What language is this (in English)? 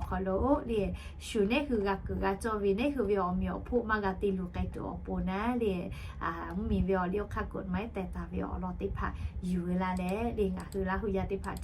Lahu